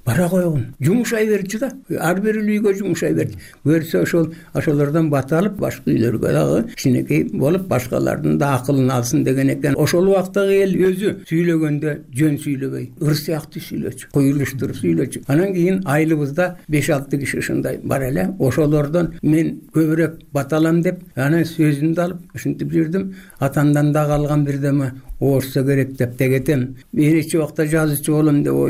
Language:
Kyrgyz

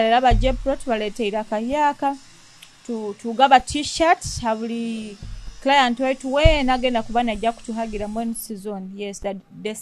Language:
Nyoro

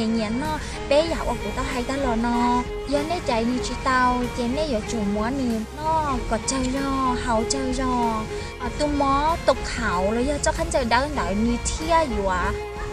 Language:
Hmong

